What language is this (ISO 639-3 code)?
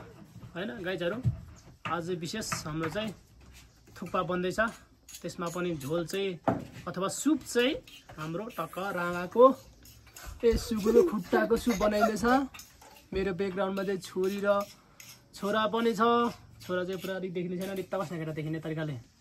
nep